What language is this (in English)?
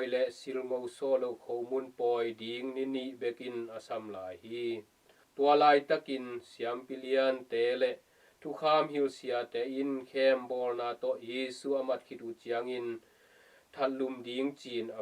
Tedim Chin